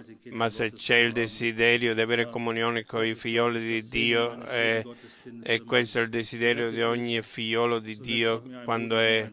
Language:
Italian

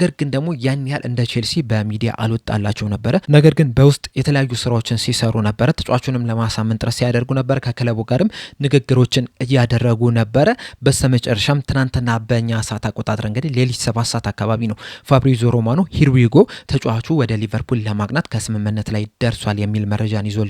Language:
Amharic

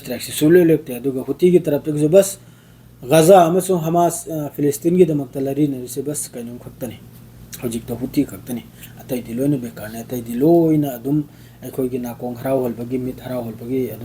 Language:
Manipuri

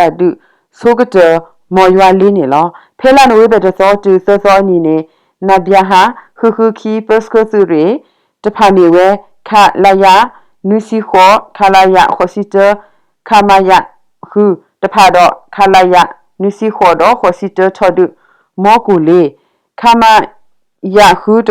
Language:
S'gaw Karen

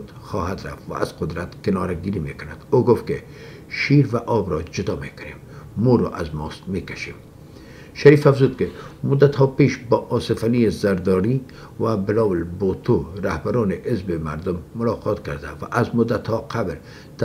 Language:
Persian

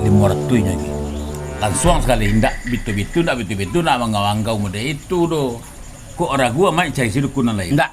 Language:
Minangkabau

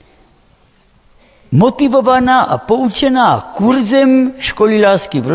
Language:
Czech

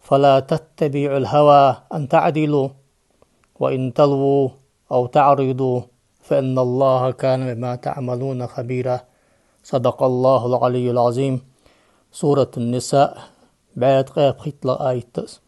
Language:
Ingush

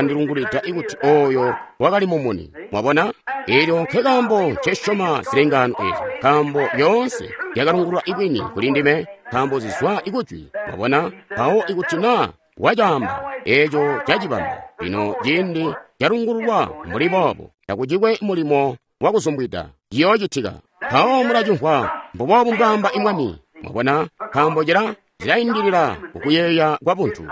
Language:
Tonga (Zambia)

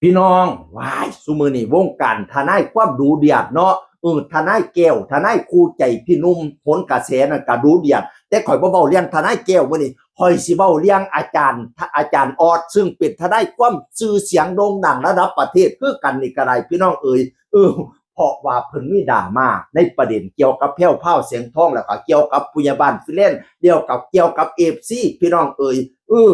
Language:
Northeastern Thai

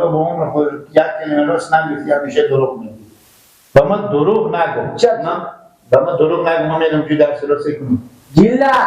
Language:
Persian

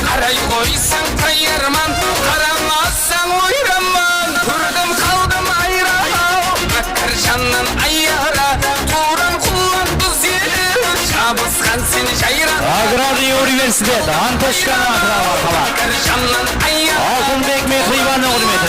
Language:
Kara-Kalpak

